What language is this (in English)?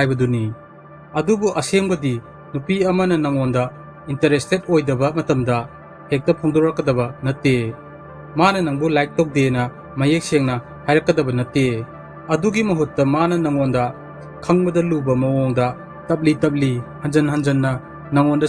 Manipuri